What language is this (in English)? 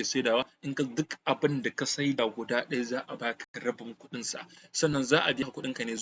Hausa